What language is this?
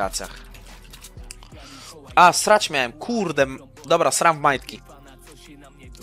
Polish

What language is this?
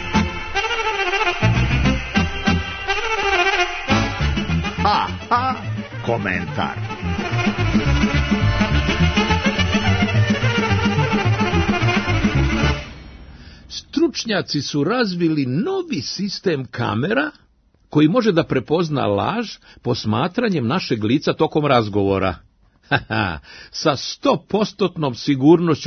Serbian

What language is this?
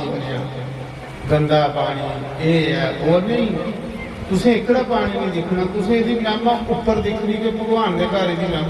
Dogri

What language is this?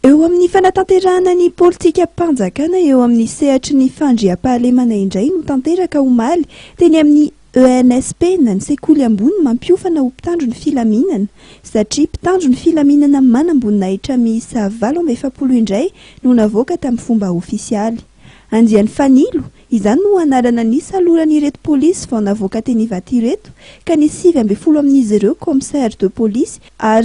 Malagasy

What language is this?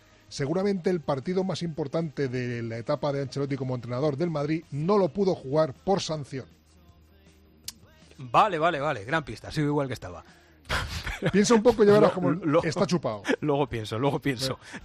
Spanish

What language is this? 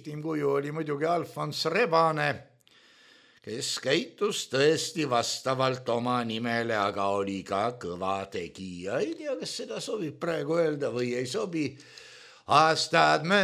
Estonian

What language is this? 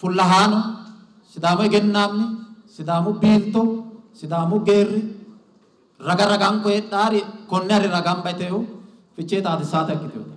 Sidamo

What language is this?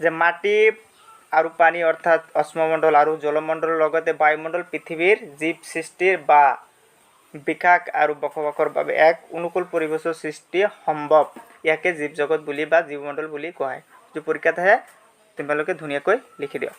Assamese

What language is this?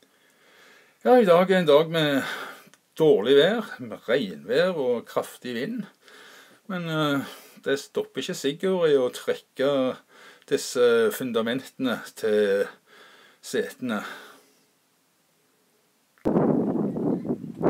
Norwegian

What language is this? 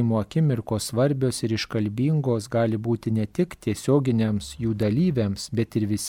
Lithuanian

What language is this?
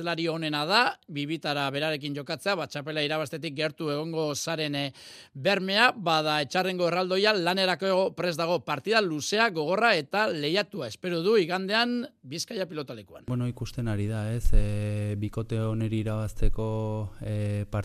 Basque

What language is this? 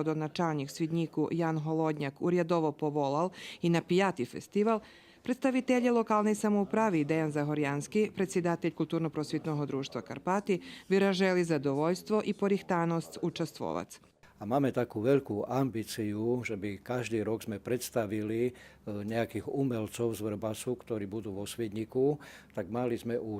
Rusyn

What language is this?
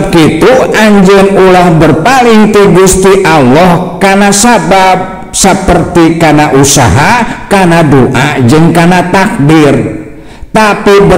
Sundanese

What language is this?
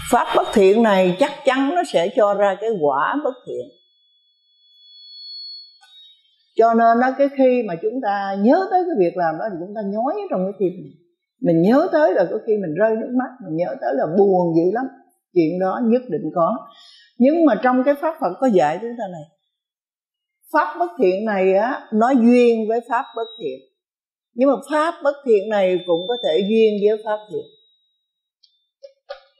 Vietnamese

